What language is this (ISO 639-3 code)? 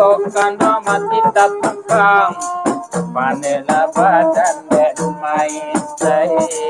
min